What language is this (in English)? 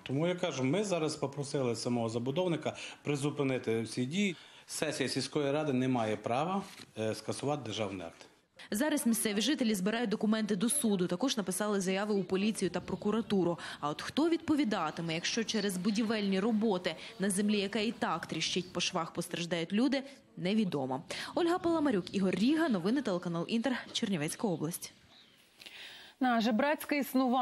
Ukrainian